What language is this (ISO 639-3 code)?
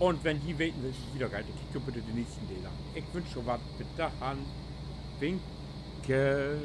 nds